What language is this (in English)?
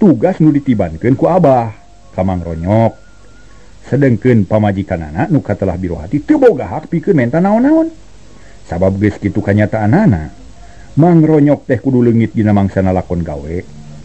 Sundanese